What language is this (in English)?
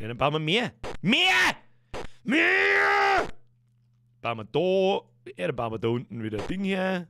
Bavarian